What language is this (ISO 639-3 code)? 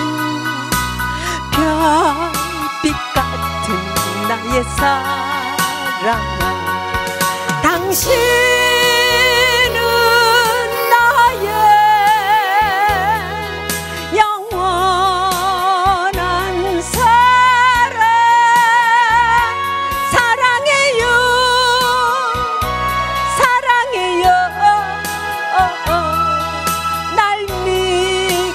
kor